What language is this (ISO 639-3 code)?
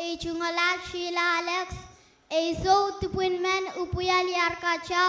pon